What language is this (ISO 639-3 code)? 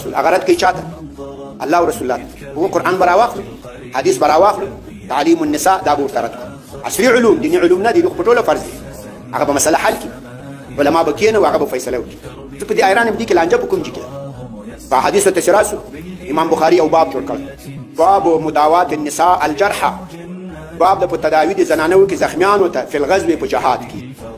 pus